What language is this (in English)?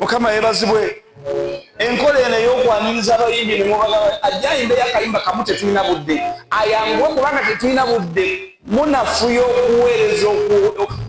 Ganda